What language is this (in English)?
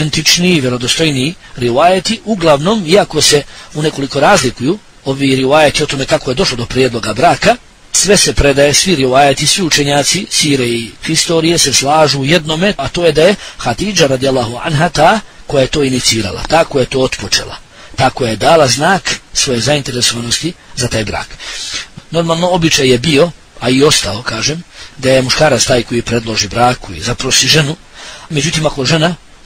Bosnian